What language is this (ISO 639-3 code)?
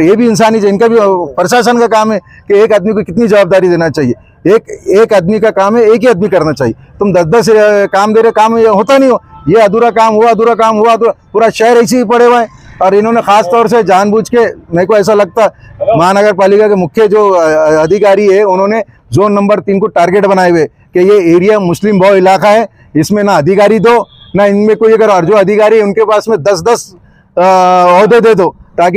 hin